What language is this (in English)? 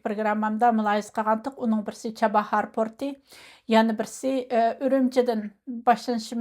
Uyghur